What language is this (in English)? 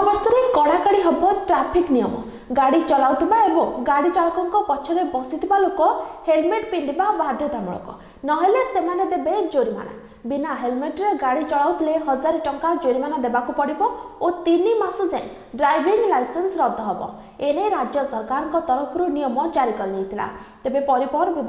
Odia